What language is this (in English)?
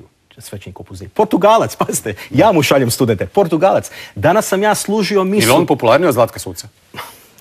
Croatian